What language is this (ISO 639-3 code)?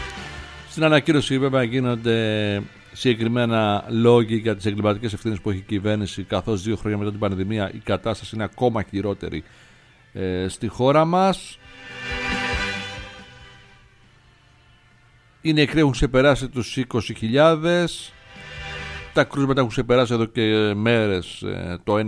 ell